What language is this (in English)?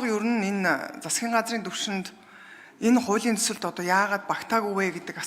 Mongolian